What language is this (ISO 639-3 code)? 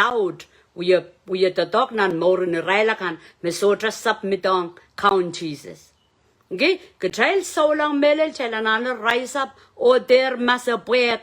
pon